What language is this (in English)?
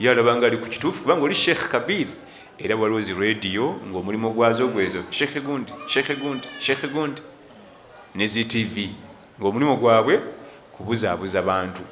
Ganda